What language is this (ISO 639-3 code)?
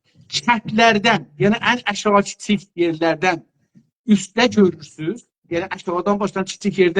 azb